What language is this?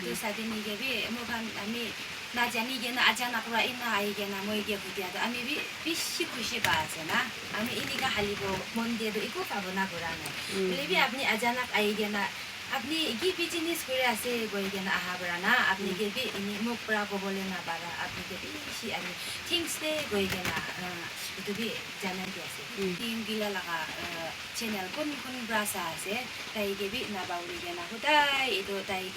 Naga Pidgin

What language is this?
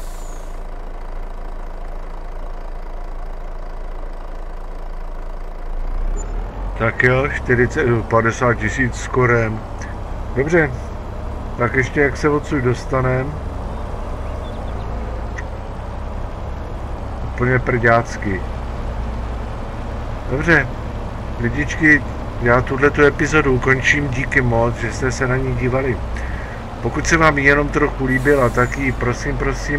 Czech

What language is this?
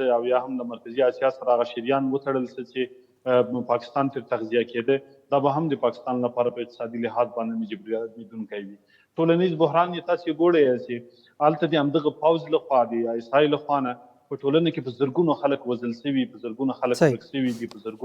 Pashto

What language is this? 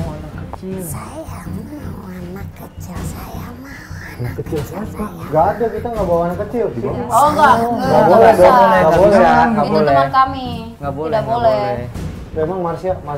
Indonesian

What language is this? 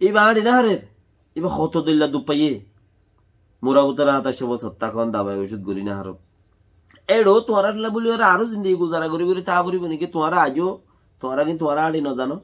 Rohingya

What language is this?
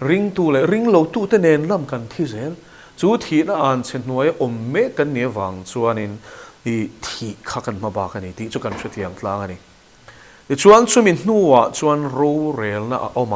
Mizo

